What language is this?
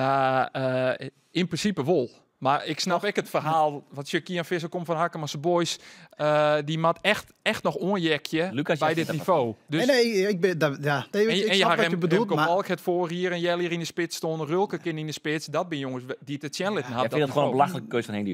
Western Frisian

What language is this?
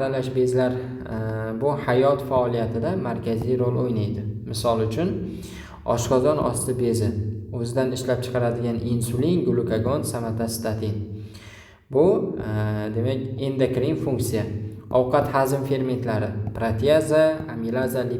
Uzbek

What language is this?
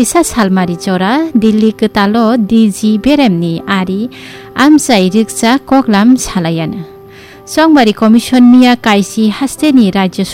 Kok Borok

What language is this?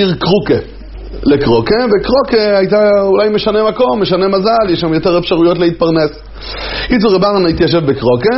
Hebrew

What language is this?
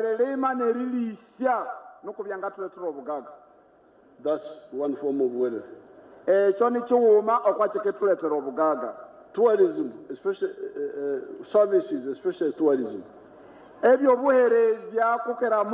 Nyankole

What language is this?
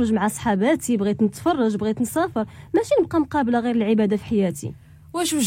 Moroccan Arabic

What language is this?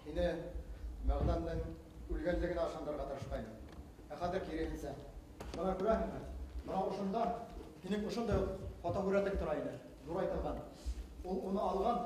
Bashkir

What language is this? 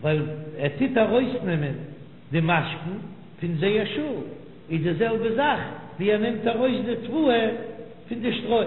Yiddish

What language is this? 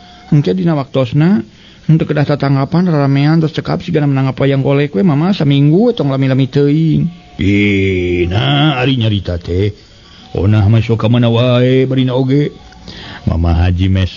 Sundanese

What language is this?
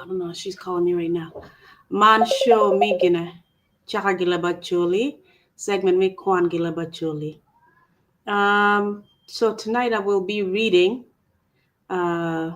Acoli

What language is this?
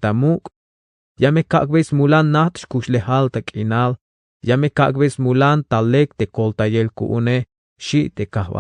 Tzeltal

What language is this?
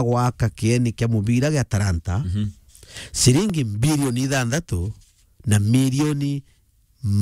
Meru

